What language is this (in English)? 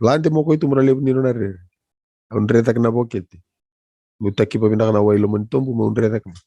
Fijian